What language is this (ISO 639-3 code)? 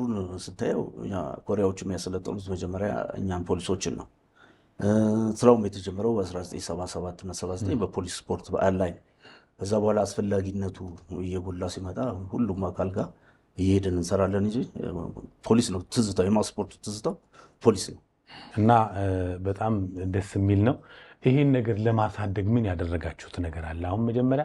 amh